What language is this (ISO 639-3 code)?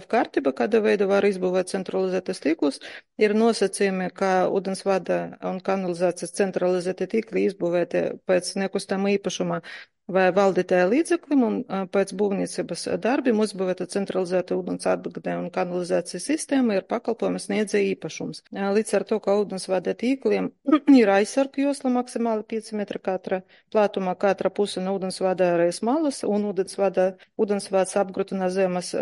lav